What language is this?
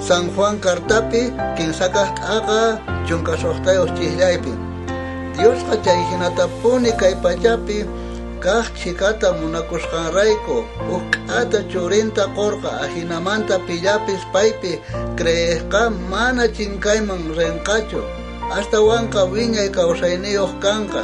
South Bolivian Quechua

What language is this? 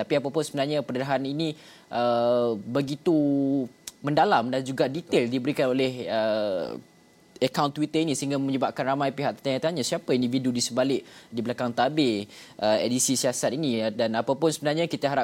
Malay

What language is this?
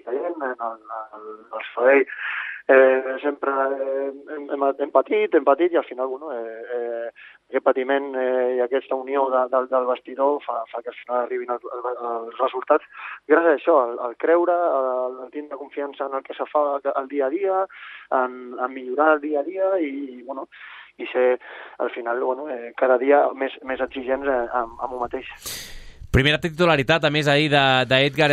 Catalan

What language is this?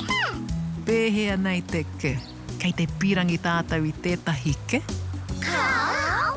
Māori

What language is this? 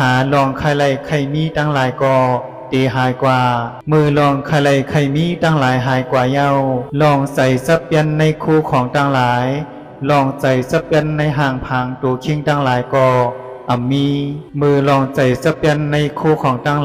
Shan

